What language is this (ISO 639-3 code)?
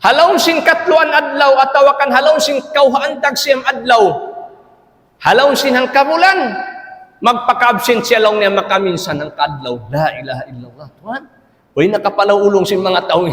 tsg